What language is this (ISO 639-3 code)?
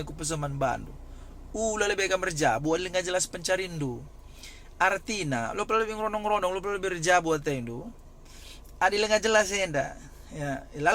btx